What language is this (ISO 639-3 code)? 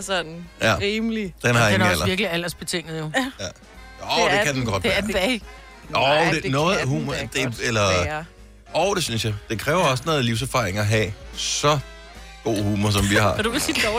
dan